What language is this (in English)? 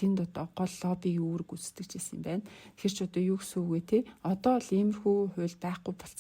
Mongolian